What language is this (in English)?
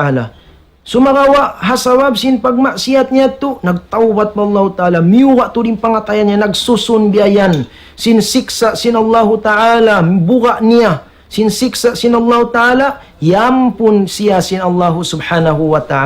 Tausug